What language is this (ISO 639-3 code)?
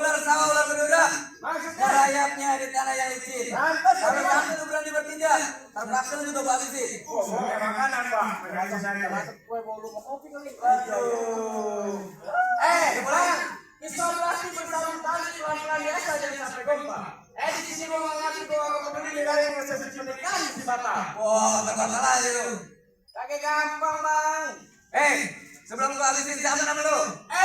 bew